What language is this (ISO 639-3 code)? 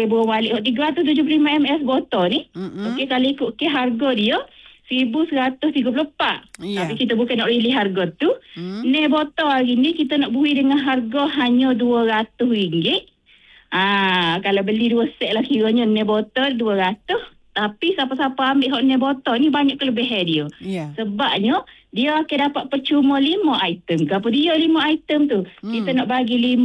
msa